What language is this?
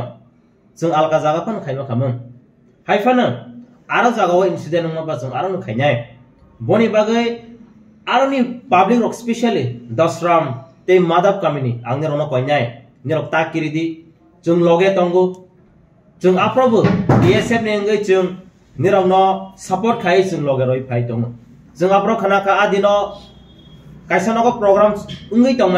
Kok Borok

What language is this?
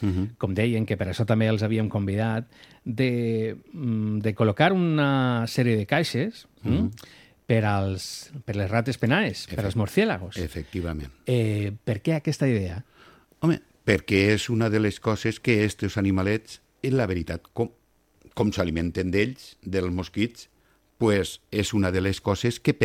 Catalan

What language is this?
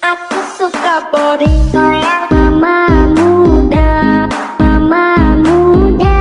Manado Malay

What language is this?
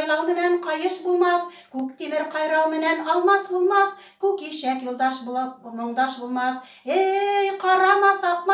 Bashkir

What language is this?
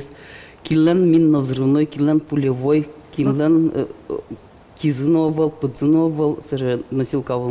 Udmurt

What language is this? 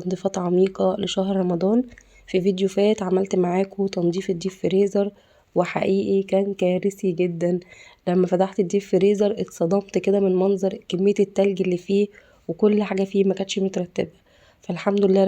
Egyptian Arabic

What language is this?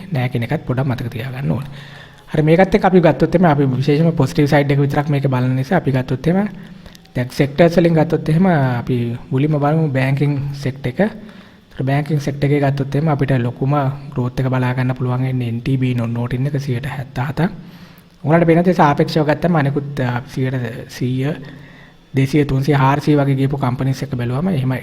Sinhala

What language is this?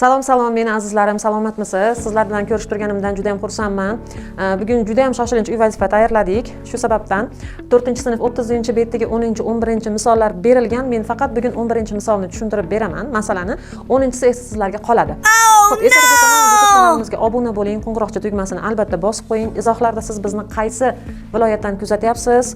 Uzbek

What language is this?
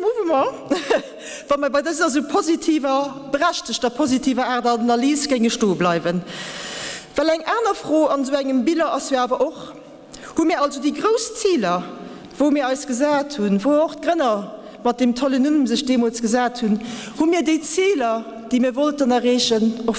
Luxembourgish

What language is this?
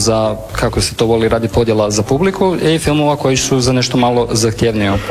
Croatian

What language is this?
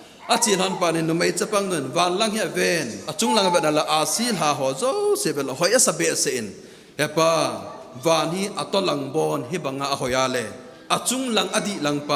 Thado Chin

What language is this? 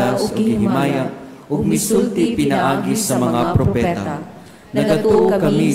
Cebuano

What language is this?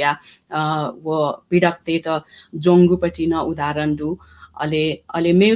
Newari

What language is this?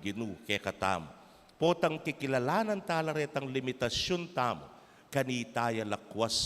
Pampanga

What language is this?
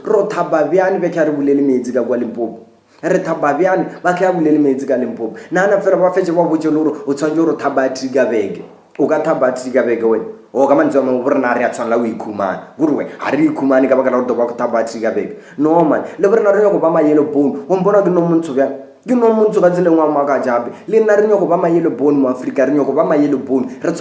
Northern Sotho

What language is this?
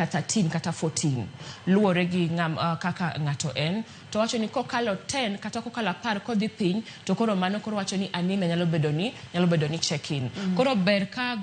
Luo (Kenya and Tanzania)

